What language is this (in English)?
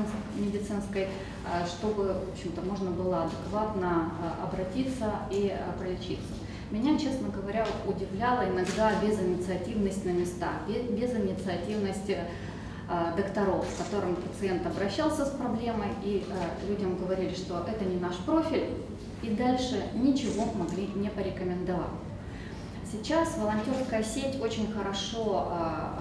Russian